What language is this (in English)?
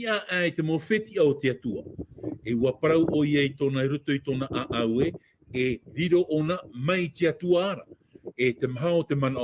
Tahitian